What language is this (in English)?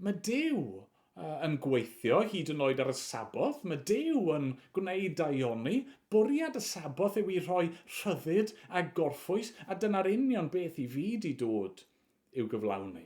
Welsh